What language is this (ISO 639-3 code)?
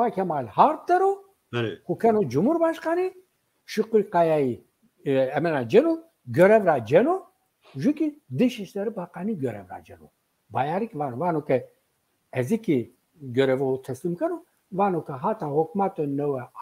zza